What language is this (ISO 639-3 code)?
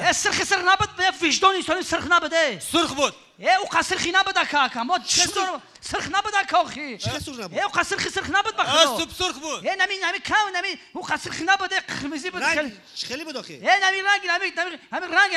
tgk